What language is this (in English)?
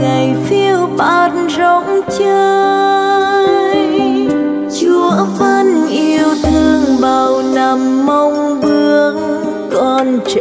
Vietnamese